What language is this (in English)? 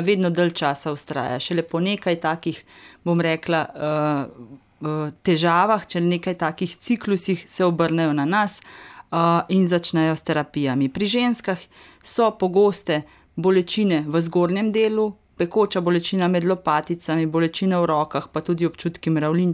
Slovenian